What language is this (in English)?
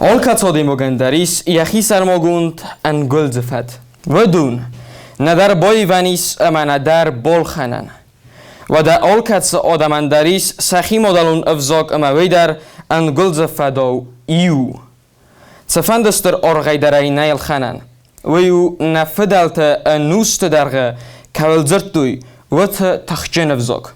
Ossetic